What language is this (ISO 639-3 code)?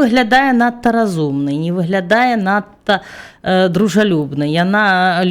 bel